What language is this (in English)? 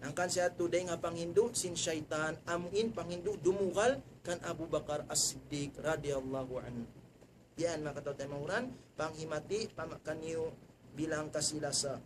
Tausug